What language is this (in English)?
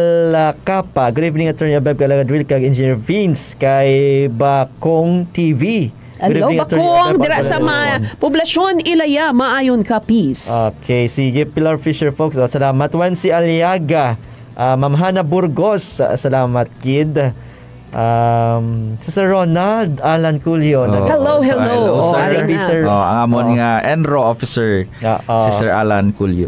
Hiligaynon